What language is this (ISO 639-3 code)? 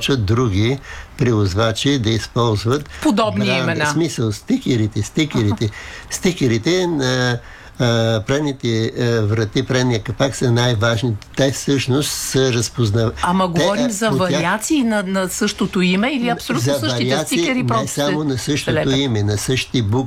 bul